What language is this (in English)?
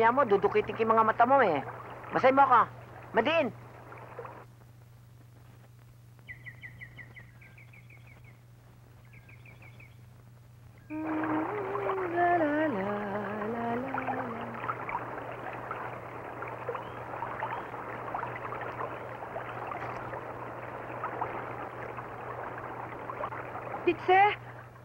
Filipino